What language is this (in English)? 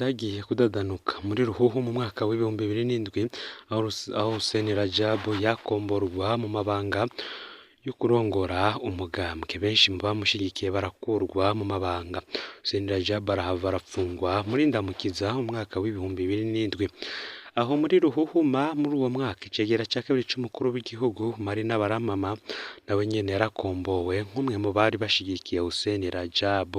Rundi